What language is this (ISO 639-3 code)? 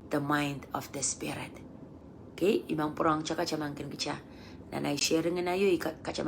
pon